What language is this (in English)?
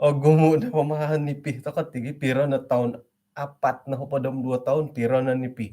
Central Dusun